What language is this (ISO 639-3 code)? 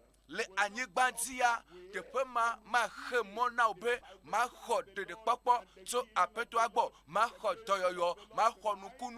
ewe